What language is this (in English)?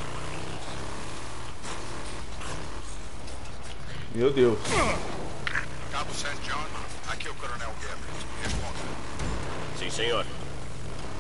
Portuguese